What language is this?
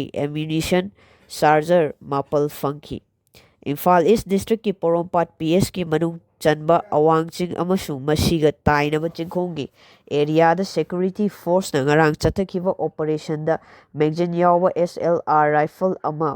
Manipuri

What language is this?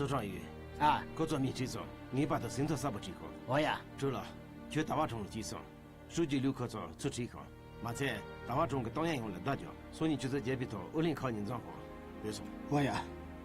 Tibetan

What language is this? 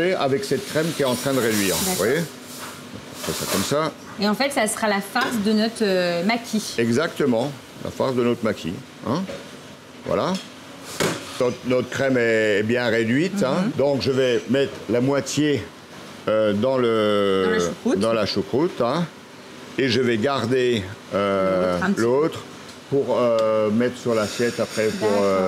French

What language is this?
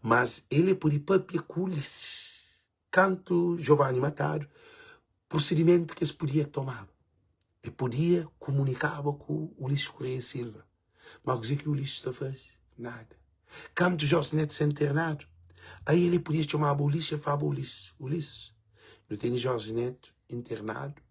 Kabuverdianu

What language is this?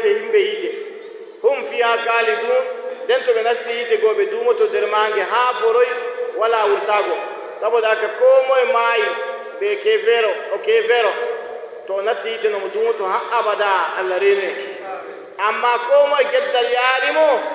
Nigerian Fulfulde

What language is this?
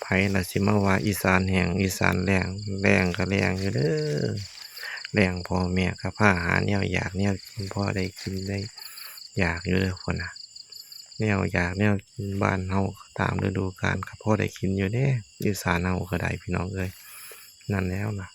Northeastern Thai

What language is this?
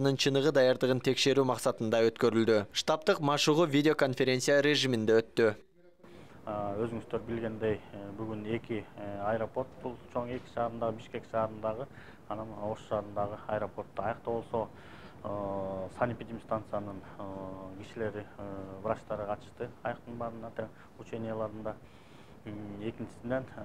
Kyrgyz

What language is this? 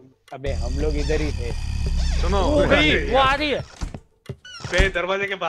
Hindi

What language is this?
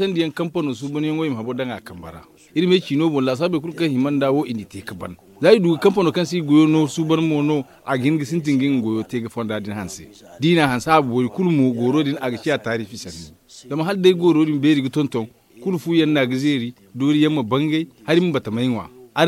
Zarma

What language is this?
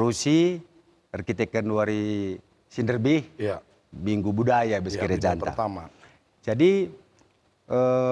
Batak Karo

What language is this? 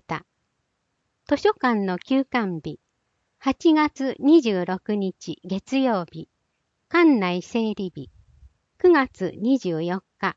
Japanese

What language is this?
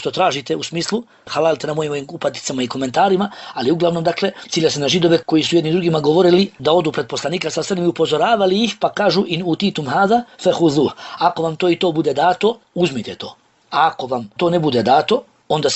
Bosnian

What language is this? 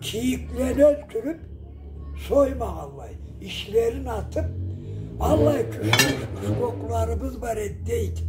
Karachay-Balkar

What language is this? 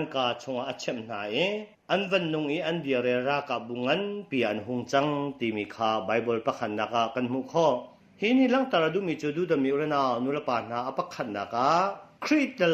Hakha Chin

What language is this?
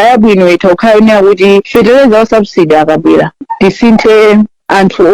Nyanja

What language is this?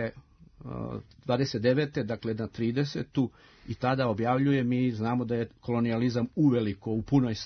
Serbian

